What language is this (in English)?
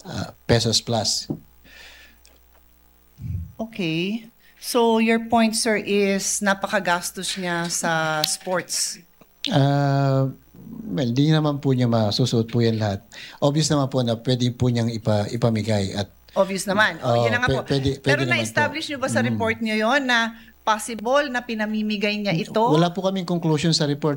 Filipino